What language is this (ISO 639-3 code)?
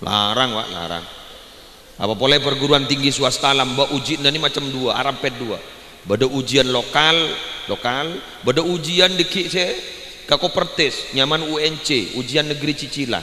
mad